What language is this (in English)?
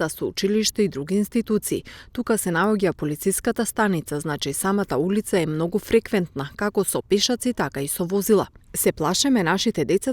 Macedonian